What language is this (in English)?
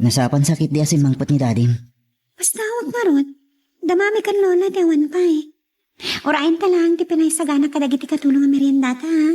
Iloko